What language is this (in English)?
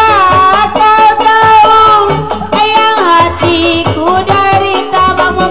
Betawi